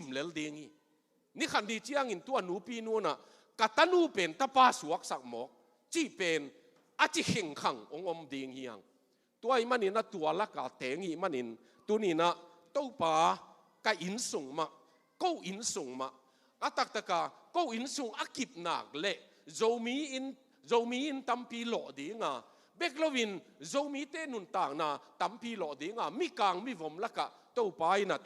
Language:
Tedim Chin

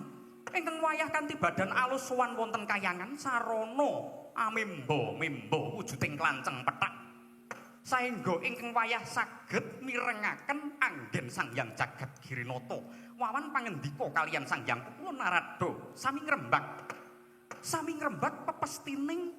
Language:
Javanese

